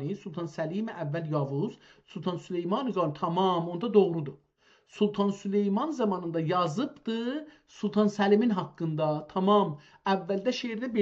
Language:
South Azerbaijani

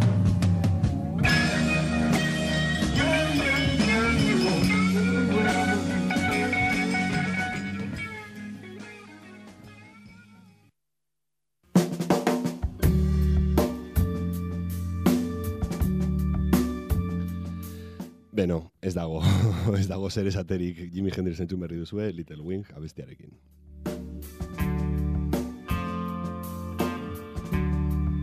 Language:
Basque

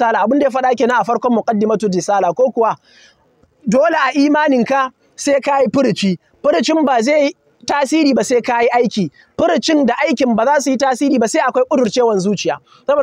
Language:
Hausa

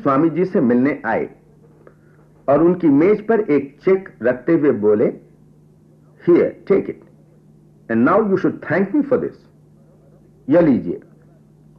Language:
Hindi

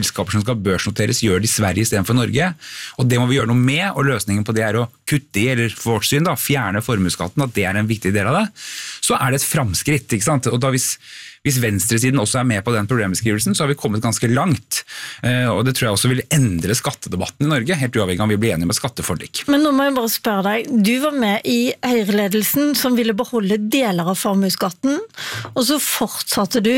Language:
Norwegian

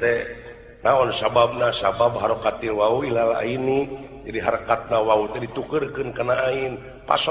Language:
Sundanese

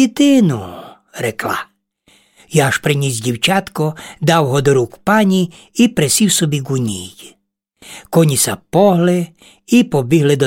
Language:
Rusyn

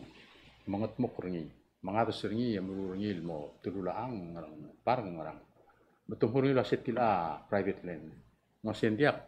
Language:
Palauan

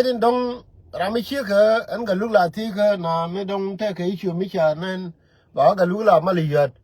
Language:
Nuer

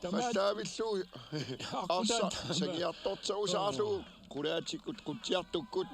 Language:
Kalaallisut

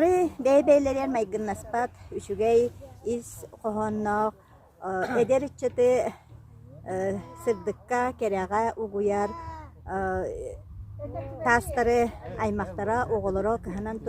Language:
Yakut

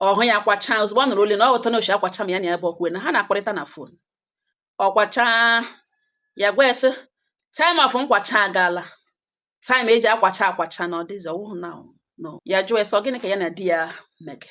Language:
Igbo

